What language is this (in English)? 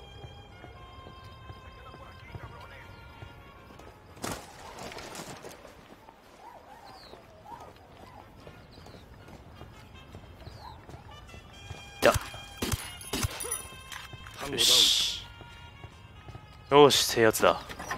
Japanese